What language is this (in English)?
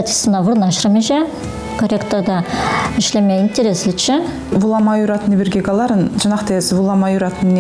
Chuvash